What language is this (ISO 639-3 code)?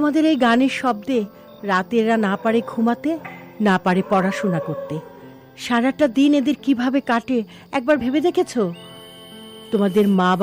ben